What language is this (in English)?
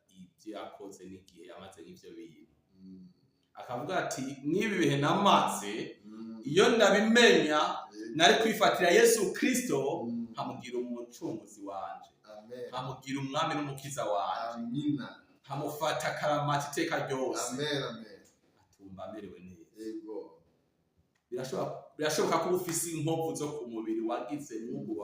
Rundi